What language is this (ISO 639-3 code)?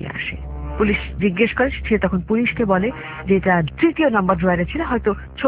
ben